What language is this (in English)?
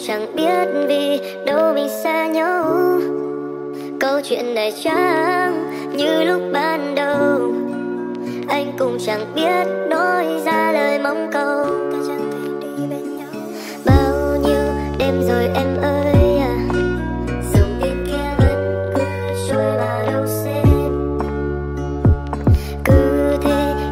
Vietnamese